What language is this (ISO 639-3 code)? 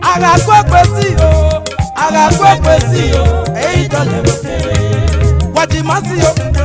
ish